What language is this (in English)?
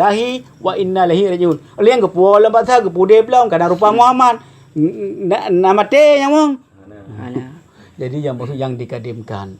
Achinese